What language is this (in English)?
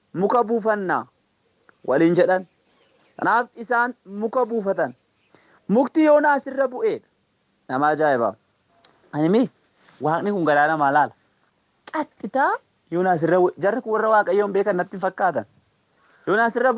Oromo